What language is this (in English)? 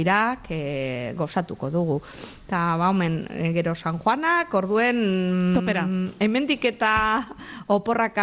Basque